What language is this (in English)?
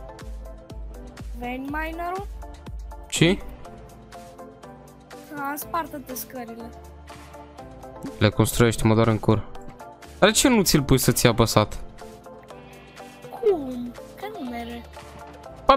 Romanian